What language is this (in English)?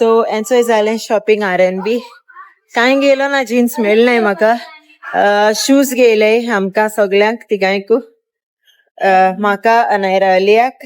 Konkani